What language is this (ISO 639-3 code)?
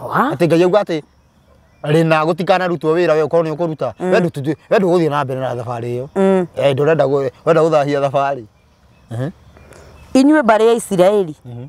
kik